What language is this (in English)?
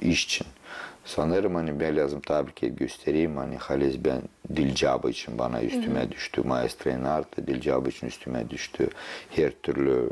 Gagauz